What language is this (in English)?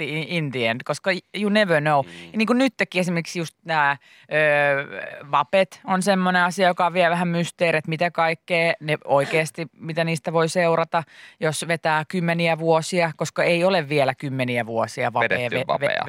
Finnish